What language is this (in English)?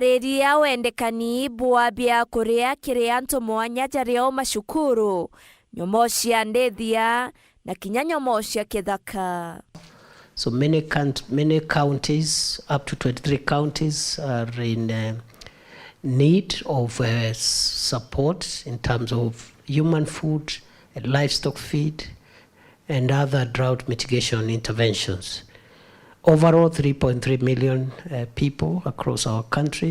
Meru